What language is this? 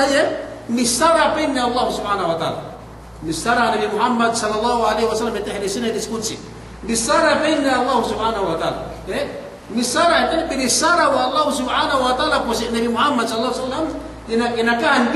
Yakan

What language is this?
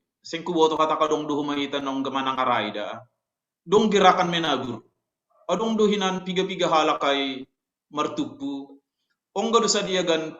Batak Simalungun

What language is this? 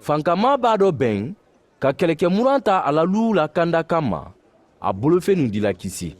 Mandingo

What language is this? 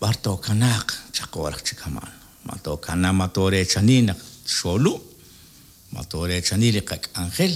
Kekchí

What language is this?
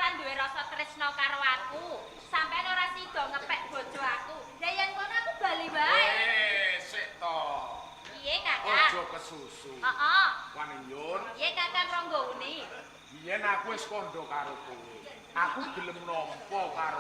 Javanese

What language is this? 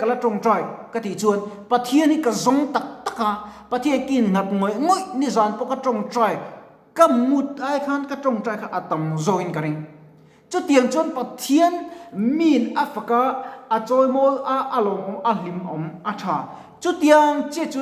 Mizo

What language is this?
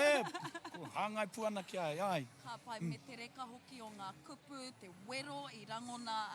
Māori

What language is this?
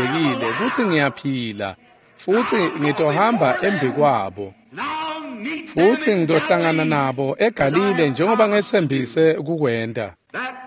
Swati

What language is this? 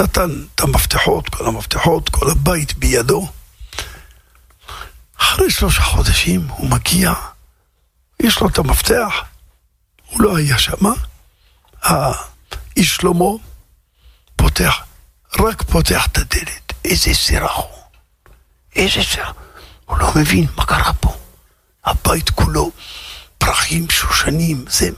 Hebrew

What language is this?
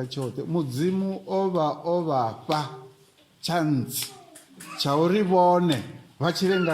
Venda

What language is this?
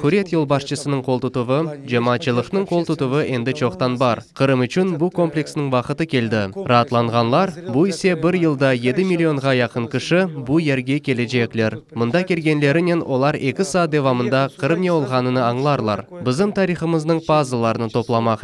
Crimean Tatar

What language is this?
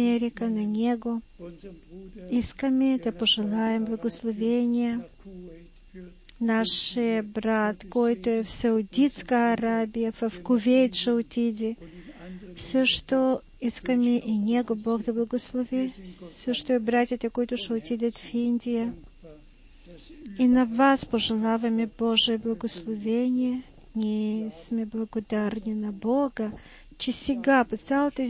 Bulgarian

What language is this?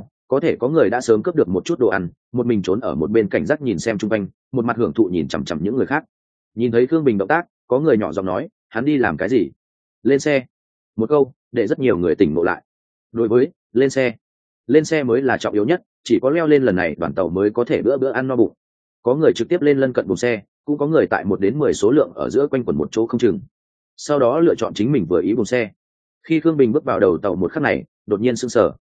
Vietnamese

